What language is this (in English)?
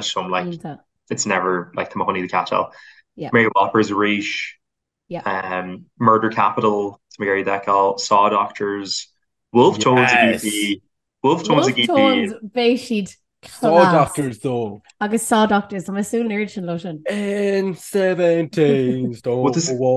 Irish